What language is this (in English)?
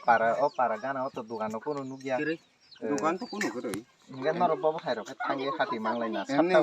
Kok Borok